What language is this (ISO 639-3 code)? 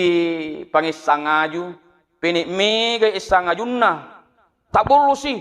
bug